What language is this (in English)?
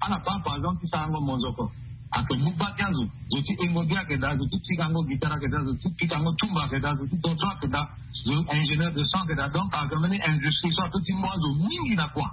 Sango